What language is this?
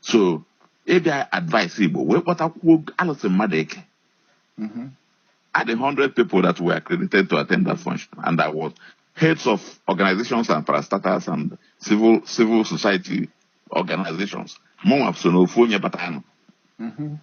Igbo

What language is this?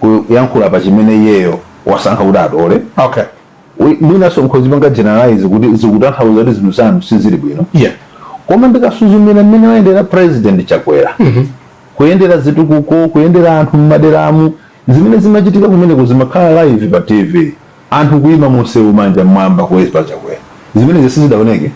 Nyanja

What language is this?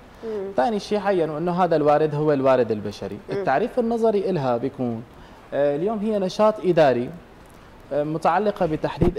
North Levantine Arabic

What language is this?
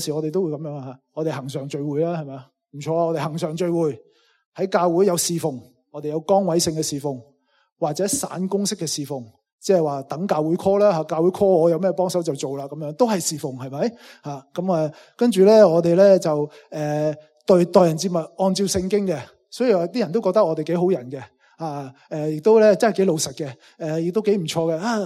Cantonese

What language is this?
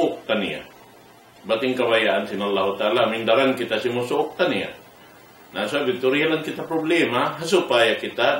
Tausug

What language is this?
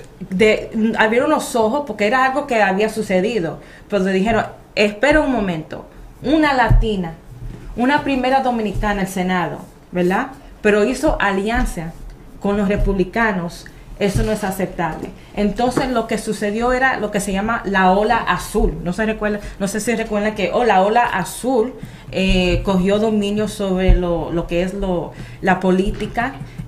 Spanish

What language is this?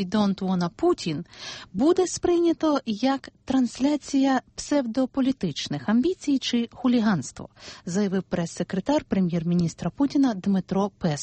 Ukrainian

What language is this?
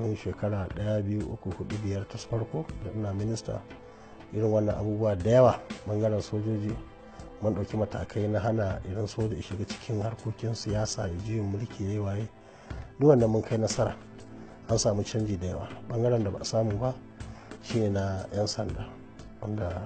Hausa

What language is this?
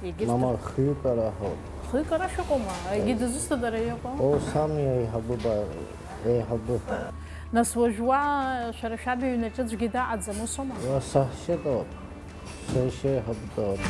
Abkhazian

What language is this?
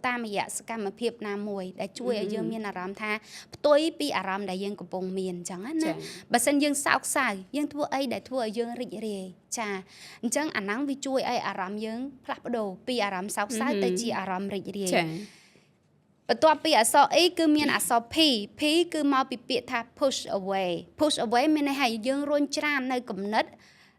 Khmer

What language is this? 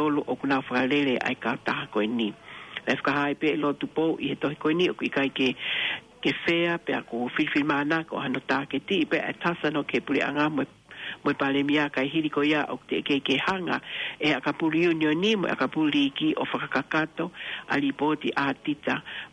Tongan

